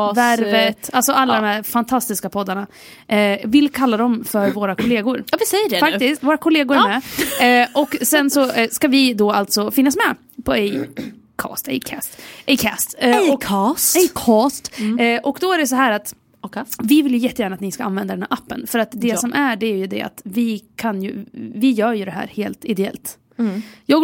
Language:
Swedish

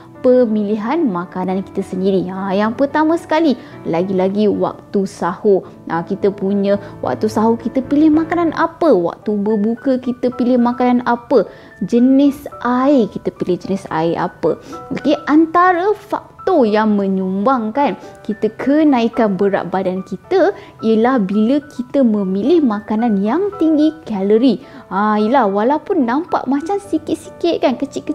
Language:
Malay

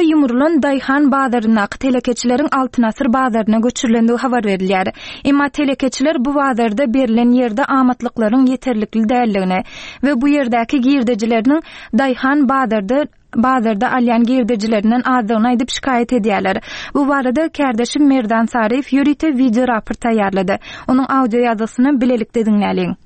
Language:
Turkmen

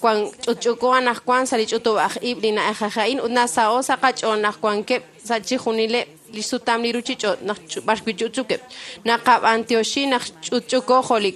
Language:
Kekchí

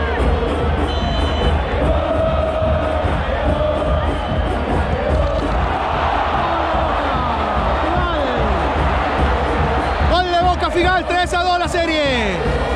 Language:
Spanish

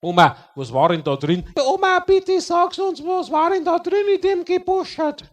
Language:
Bavarian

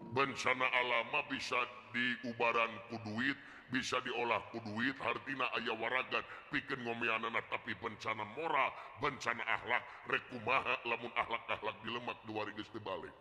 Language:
Sundanese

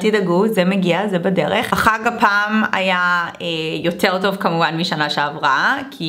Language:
Hebrew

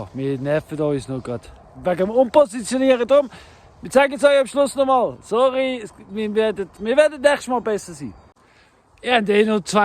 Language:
Swiss German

